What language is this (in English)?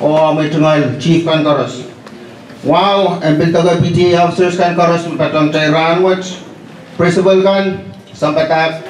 Pohnpeian